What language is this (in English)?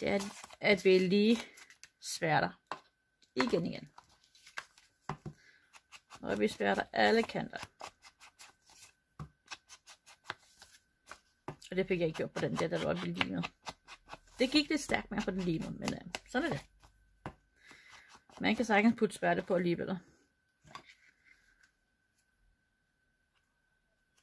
Danish